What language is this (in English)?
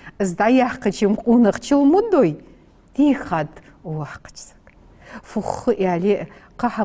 Ingush